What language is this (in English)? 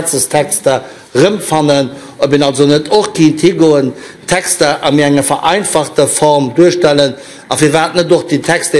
Luxembourgish